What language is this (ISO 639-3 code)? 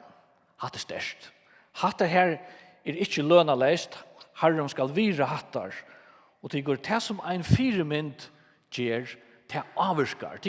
fao